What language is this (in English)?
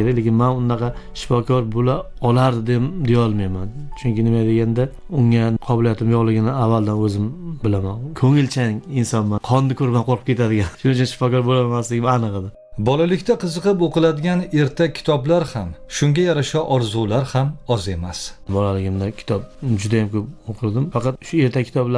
Uzbek